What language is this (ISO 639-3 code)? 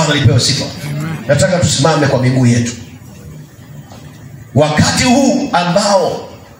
swa